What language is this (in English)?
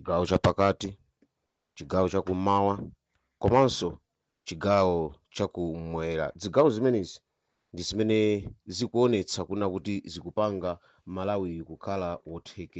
Nyanja